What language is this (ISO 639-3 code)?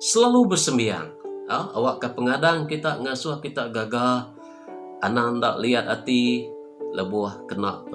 iba